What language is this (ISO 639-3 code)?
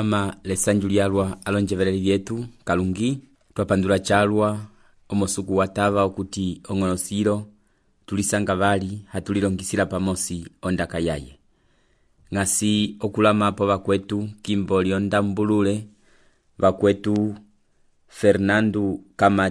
umb